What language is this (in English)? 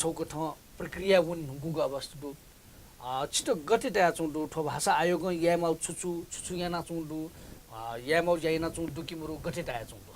Newari